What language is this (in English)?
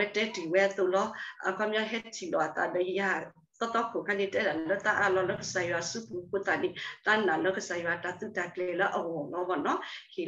S'gaw Karen